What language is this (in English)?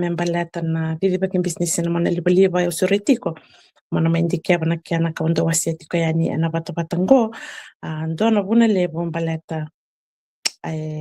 Fijian